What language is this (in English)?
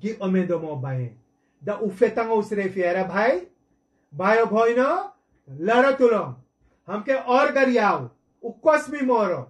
Sranan Tongo